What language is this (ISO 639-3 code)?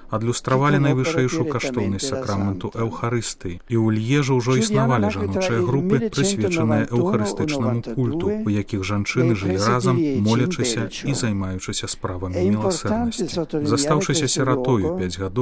bel